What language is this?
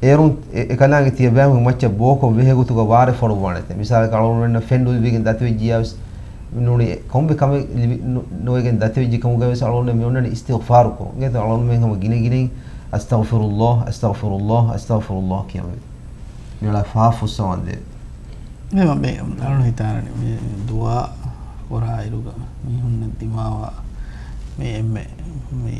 Divehi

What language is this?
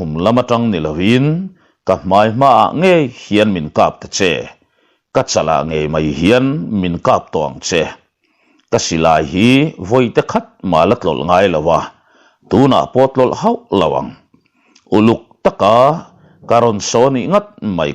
Mizo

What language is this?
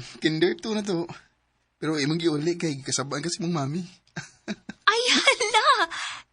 Cebuano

